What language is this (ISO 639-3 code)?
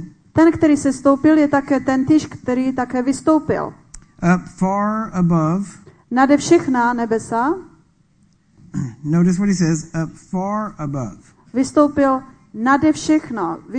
ces